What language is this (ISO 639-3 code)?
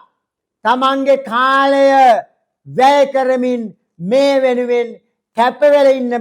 sin